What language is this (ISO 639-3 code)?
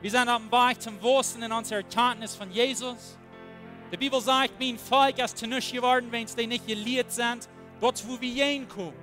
pdt